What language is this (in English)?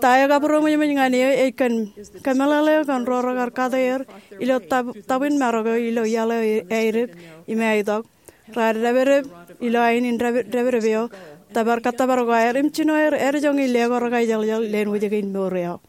Marshallese